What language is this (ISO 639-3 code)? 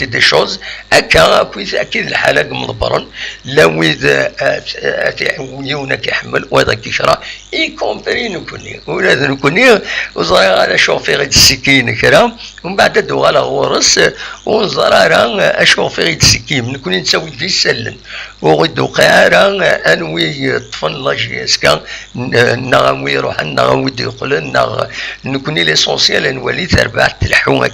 kab